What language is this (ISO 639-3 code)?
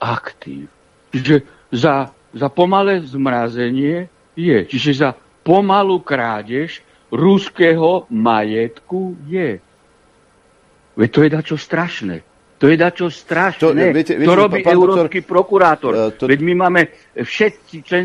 slk